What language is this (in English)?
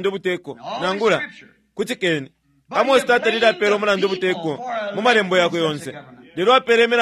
Bemba